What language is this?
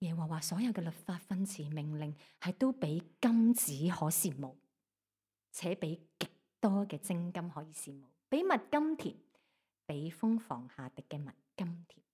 Cantonese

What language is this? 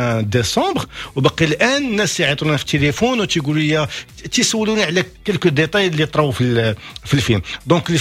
Moroccan Arabic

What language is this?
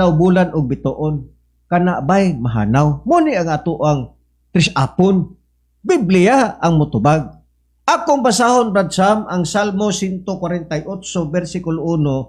Cebuano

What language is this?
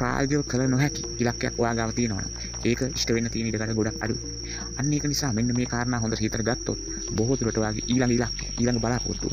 Sinhala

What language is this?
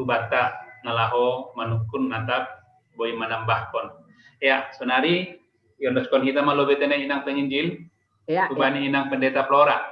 Batak Simalungun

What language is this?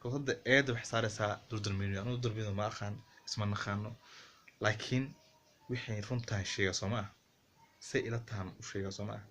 Somali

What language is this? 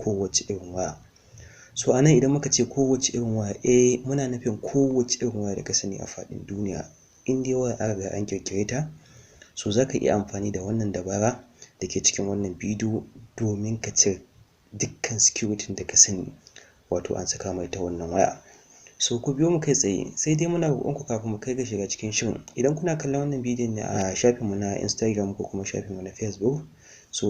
Hausa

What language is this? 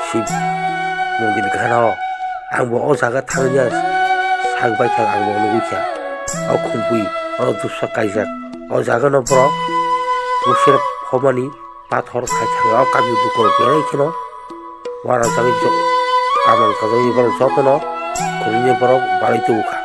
Kok Borok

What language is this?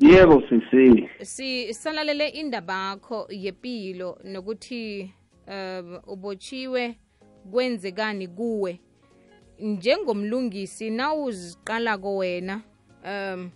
South Ndebele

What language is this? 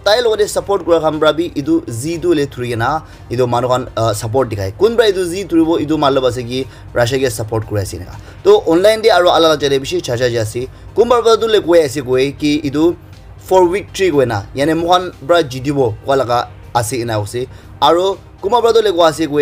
Naga Pidgin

